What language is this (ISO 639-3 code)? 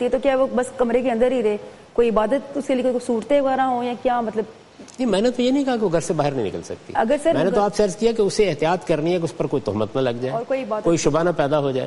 urd